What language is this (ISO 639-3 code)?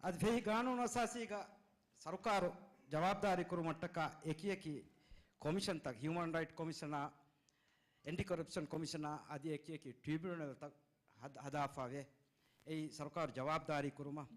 div